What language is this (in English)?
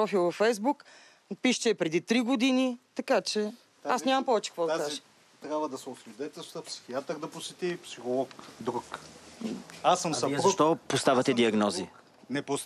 Bulgarian